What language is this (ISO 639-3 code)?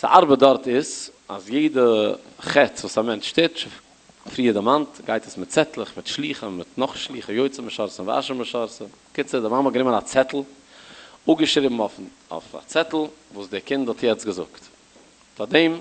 yid